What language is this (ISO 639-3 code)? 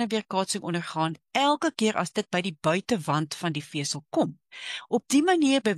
afr